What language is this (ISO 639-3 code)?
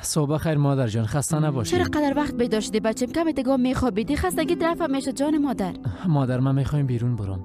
fas